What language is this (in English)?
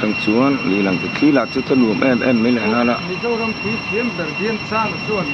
Mizo